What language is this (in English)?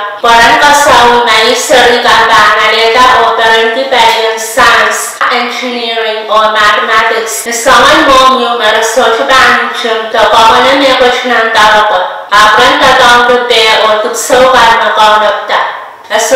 Pohnpeian